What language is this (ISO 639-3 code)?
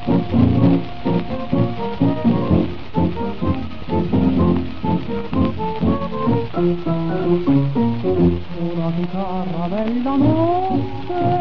ita